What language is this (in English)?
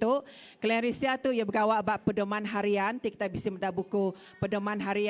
Iban